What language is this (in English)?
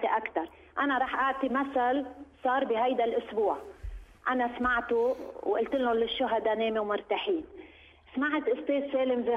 North Levantine Arabic